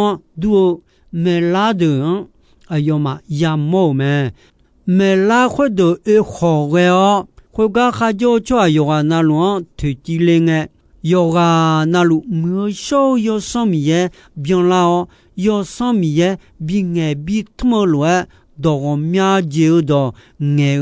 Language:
Akha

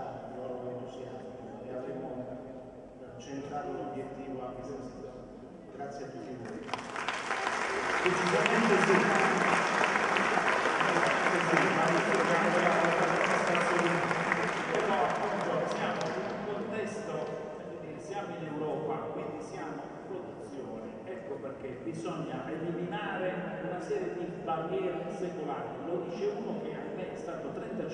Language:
Italian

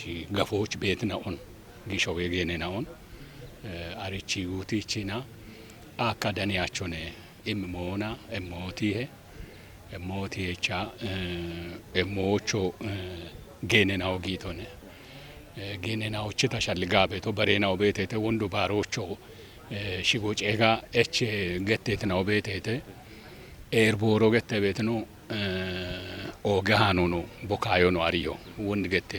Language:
Kafa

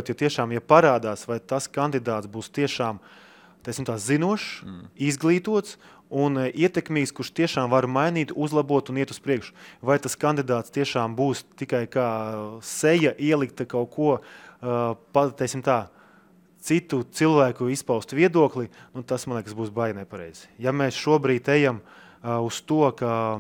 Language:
Latvian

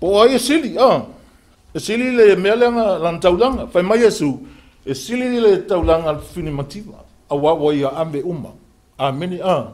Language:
Samoan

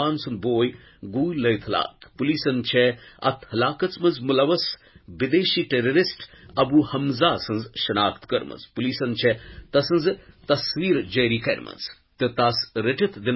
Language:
Kashmiri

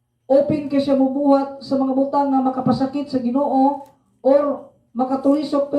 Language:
Cebuano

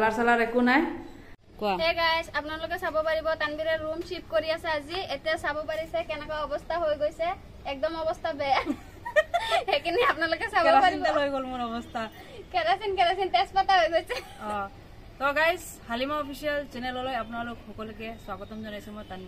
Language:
Assamese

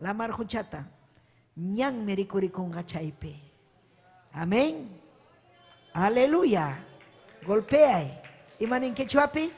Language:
Ayacucho Quechua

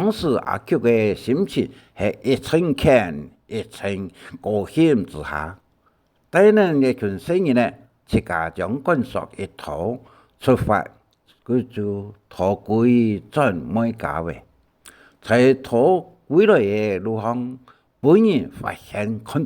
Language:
Hakka Chinese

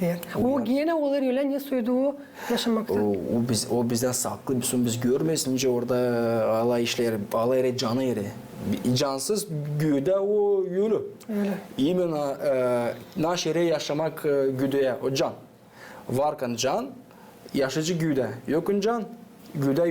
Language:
Gagauz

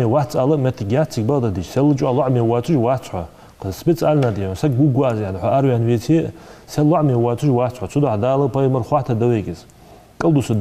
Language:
Ingush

